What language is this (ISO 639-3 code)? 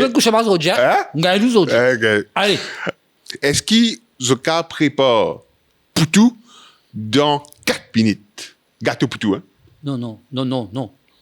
mfe